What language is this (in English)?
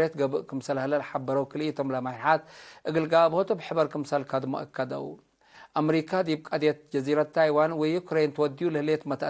Tigre